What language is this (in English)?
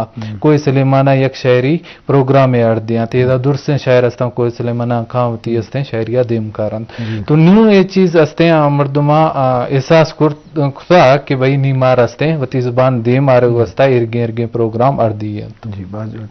Eastern Balochi